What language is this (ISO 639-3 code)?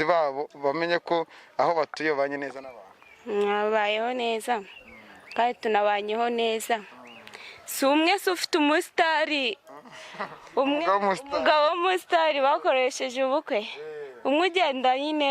kin